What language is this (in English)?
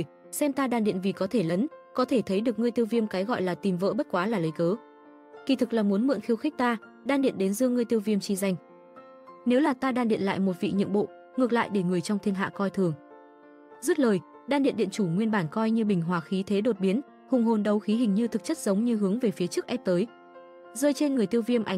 Vietnamese